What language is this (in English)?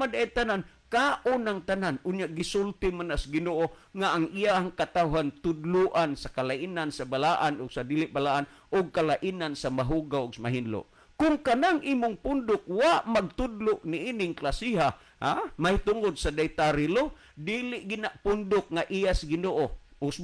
Cebuano